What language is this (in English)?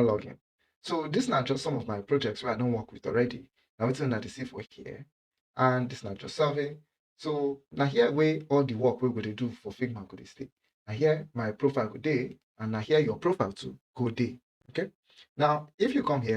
Nigerian Pidgin